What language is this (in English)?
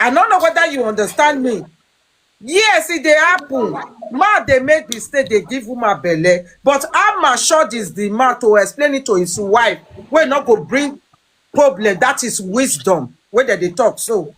Nigerian Pidgin